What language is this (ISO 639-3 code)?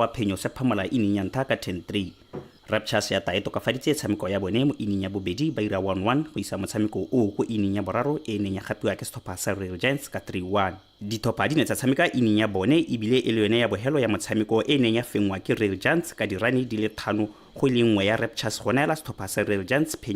tsn